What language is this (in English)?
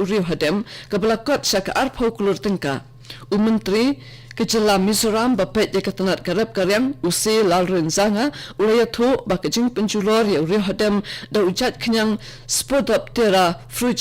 Khasi